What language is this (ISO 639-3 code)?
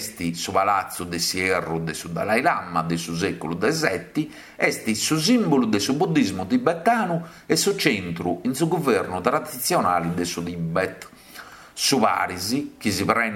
srd